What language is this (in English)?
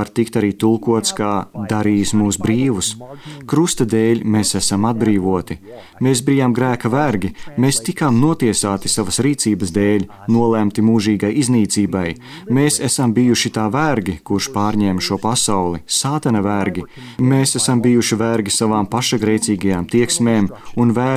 Latvian